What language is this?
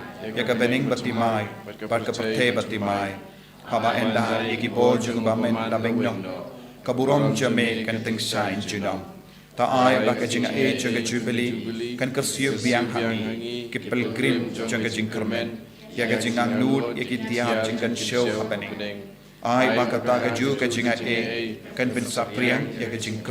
Khasi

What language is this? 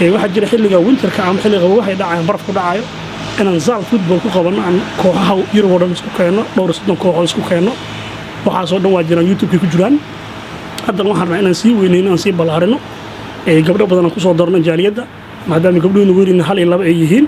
Somali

